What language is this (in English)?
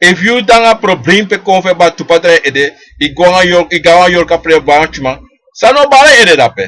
Sranan Tongo